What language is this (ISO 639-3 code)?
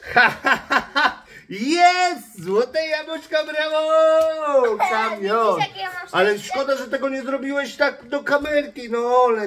pol